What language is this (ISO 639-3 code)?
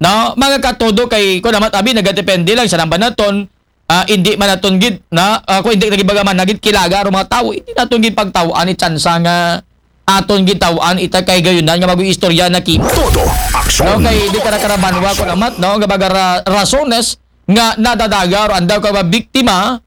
akl